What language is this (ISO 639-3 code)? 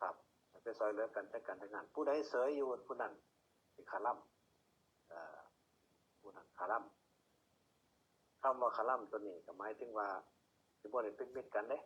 tts